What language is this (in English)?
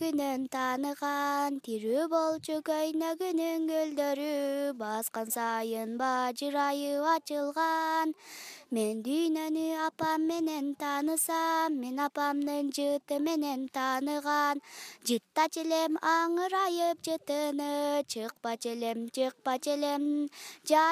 Kyrgyz